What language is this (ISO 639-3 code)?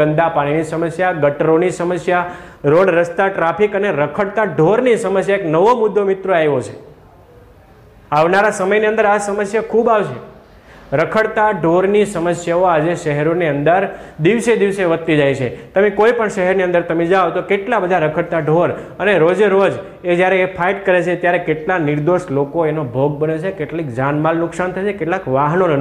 guj